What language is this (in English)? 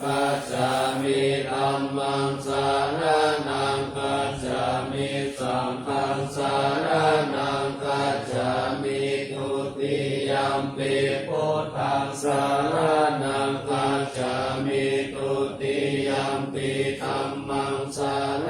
Pali